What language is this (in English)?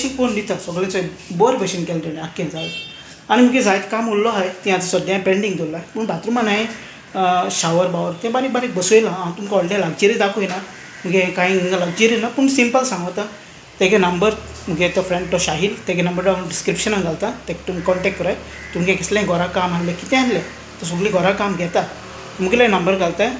Konkani